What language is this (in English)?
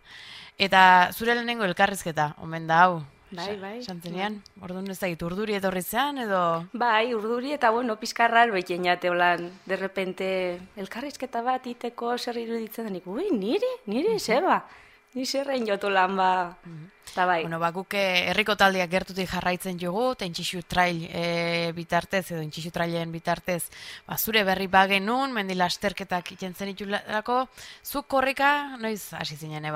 Basque